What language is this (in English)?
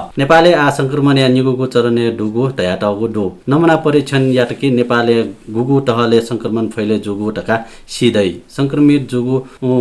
Newari